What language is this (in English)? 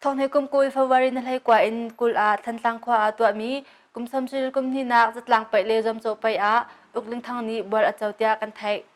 Hakha Chin